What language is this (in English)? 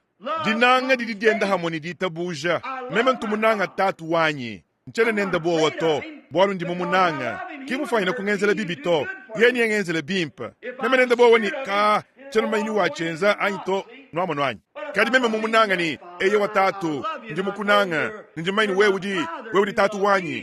Luba-Lulua